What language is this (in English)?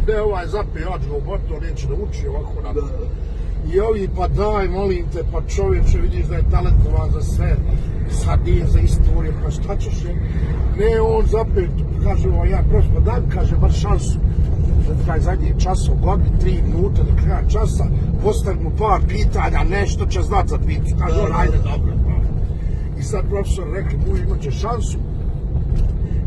Bosnian